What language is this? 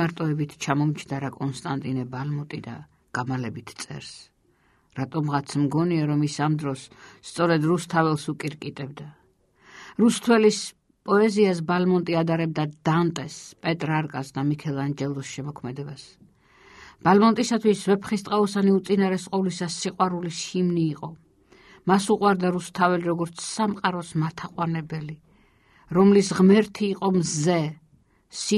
Georgian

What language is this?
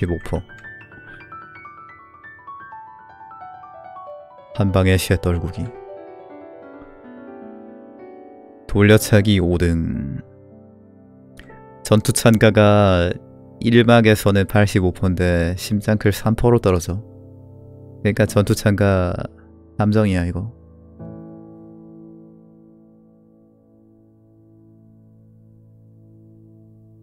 Korean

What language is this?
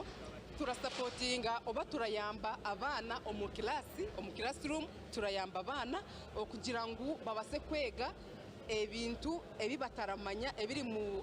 Nyankole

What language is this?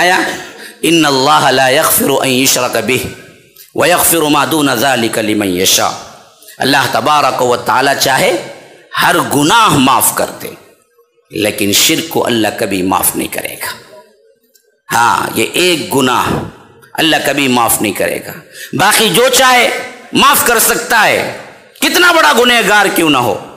Urdu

